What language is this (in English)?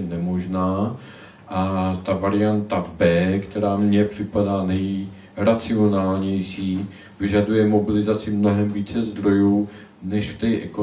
Czech